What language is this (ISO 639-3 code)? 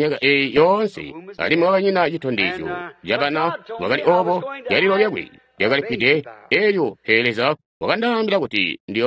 toi